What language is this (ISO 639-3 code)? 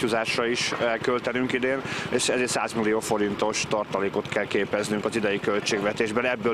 hun